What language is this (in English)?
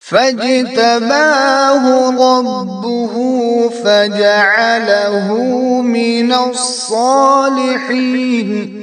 Kashmiri